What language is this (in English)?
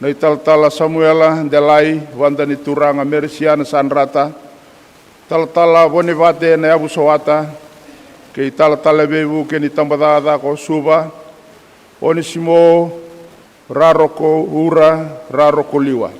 Fijian